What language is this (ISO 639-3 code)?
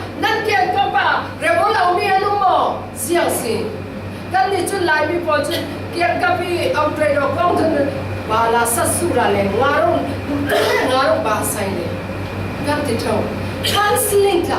cfm